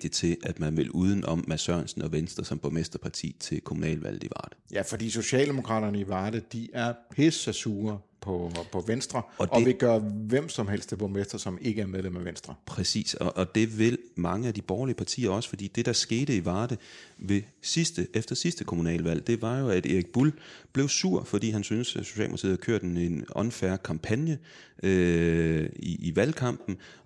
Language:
Danish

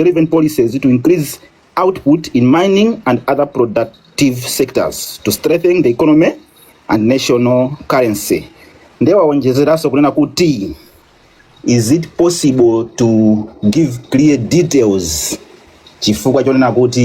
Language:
Nyanja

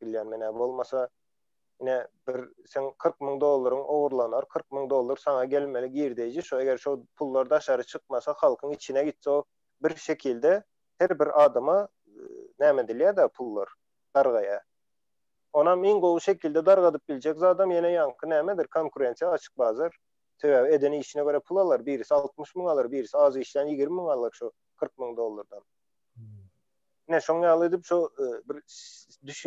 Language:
Turkmen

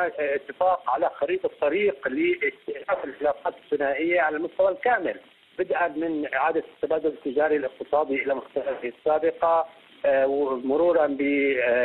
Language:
Arabic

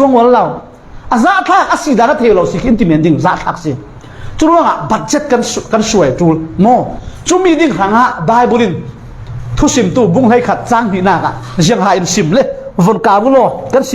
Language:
Falam Chin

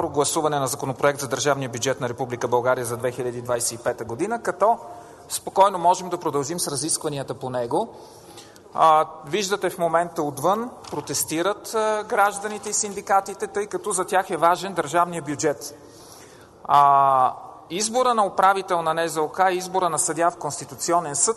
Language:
Bulgarian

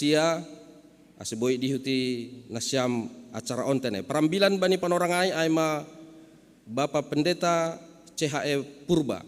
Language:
Batak Simalungun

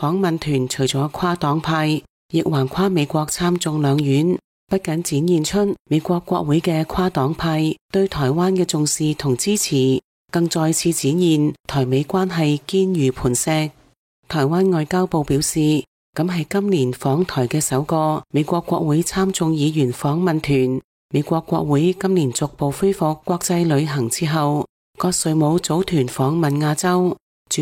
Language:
Cantonese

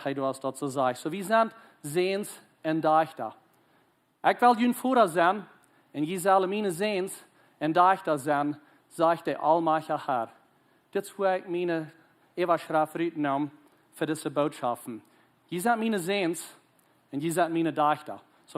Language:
Plautdietsch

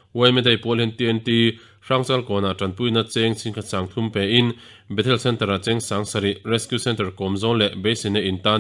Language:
Mizo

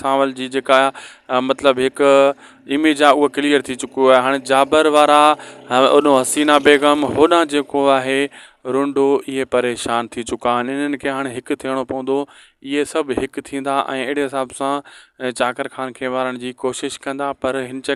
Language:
Sindhi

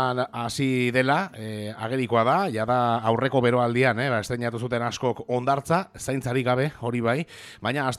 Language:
Basque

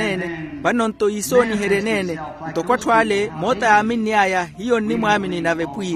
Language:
Makhuwa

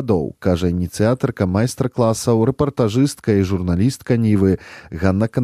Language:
Belarusian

